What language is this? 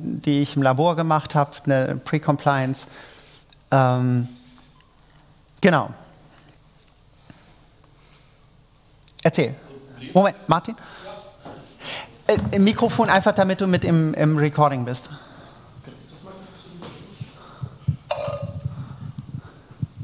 German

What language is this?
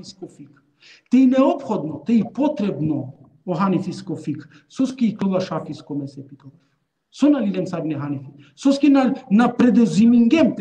Balkan Romani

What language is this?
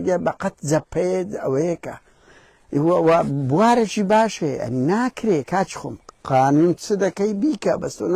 Central Kurdish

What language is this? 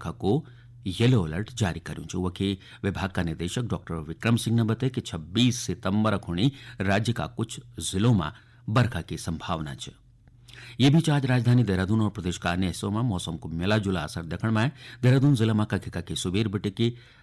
Garhwali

